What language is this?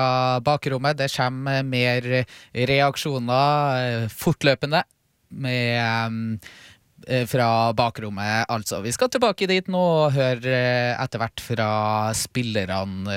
Norwegian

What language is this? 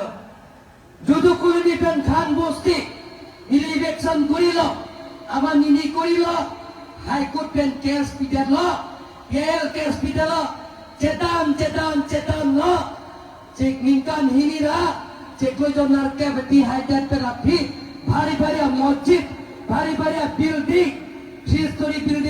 Karbi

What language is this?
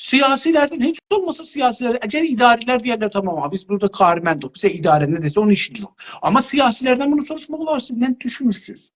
South Azerbaijani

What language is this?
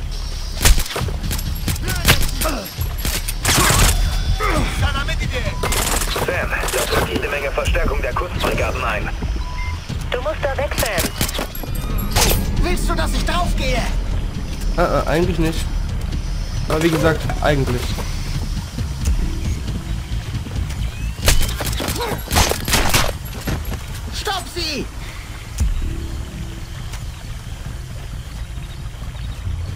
German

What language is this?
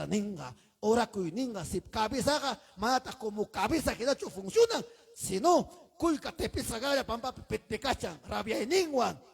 Ayacucho Quechua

